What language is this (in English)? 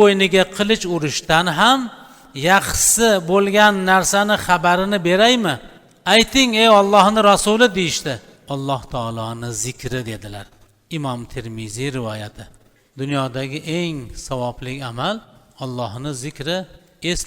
Uzbek